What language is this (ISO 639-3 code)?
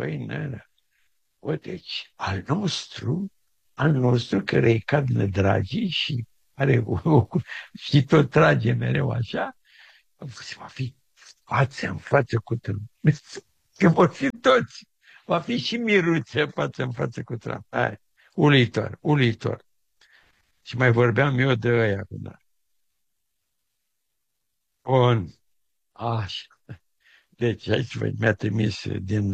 ron